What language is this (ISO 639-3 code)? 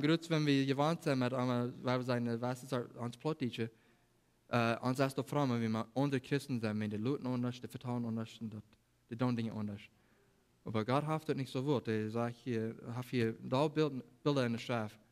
pdt